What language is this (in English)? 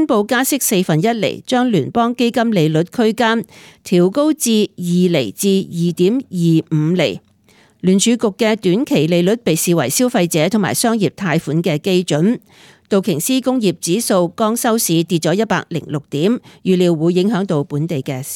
Cantonese